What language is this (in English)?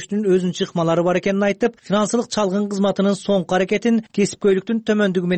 Kyrgyz